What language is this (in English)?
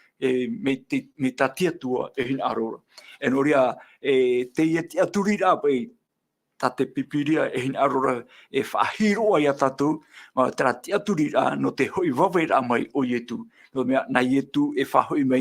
Tahitian